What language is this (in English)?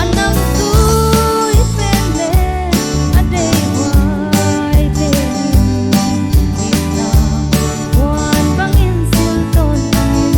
Tedim Chin